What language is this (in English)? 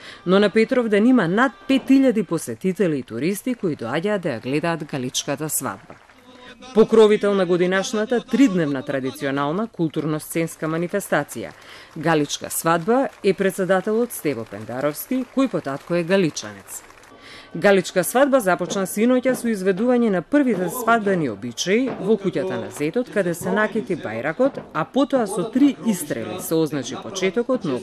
Macedonian